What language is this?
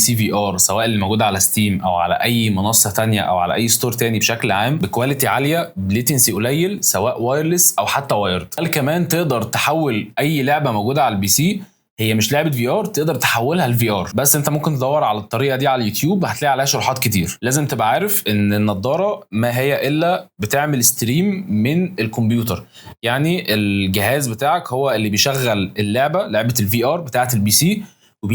Egyptian Arabic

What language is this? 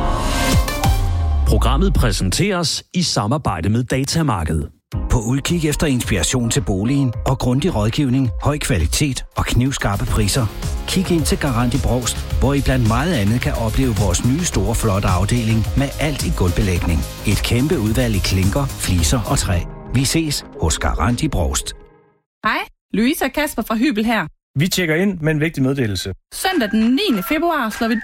Danish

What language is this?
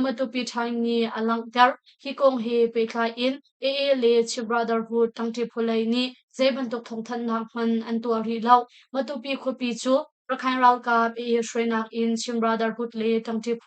Hakha Chin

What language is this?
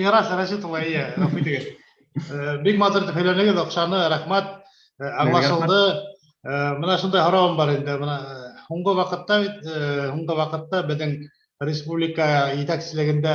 Bashkir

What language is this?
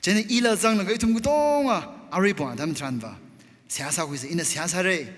Tangkhul Naga (India)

